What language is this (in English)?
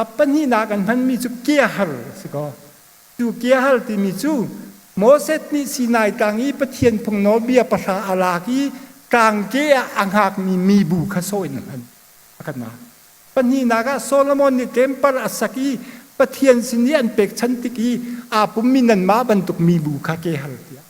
Hakha Chin